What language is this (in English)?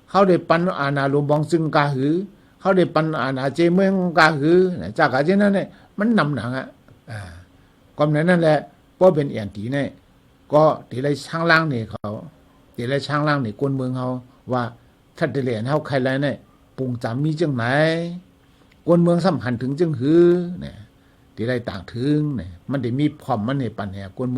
Shan